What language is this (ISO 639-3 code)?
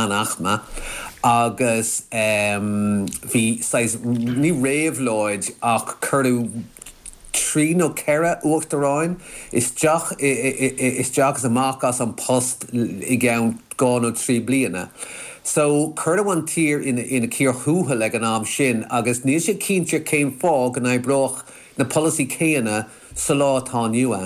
gle